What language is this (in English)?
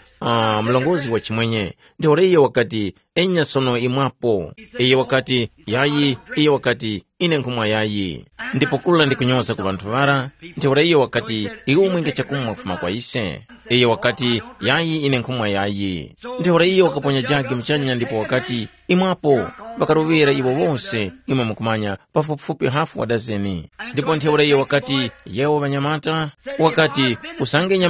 Tumbuka